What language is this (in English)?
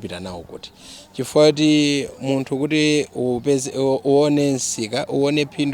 Nyanja